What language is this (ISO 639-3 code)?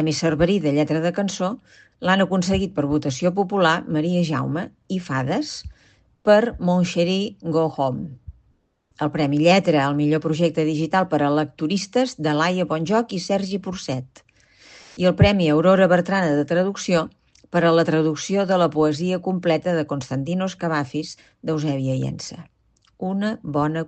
cat